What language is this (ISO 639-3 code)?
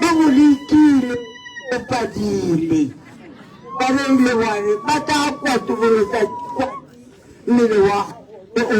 tsn